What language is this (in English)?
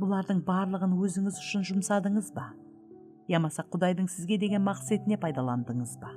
Kara-Kalpak